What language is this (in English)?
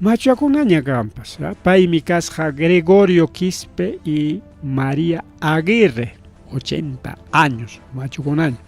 Ayacucho Quechua